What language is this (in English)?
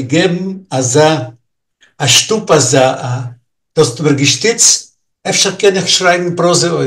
Yiddish